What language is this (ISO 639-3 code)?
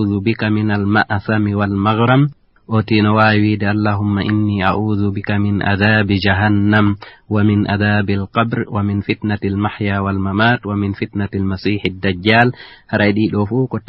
ful